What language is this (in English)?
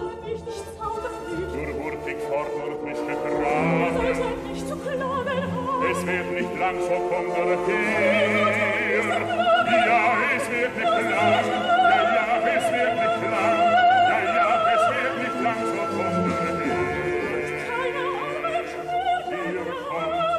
German